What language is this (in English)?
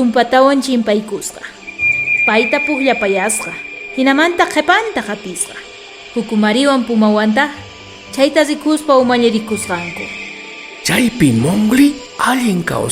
South Bolivian Quechua